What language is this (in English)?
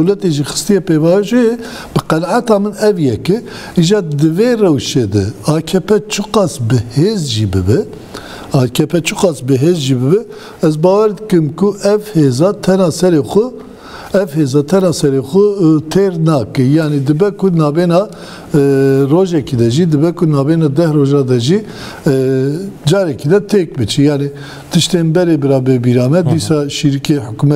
Kurdish